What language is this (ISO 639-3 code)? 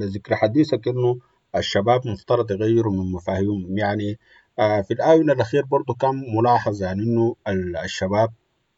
apd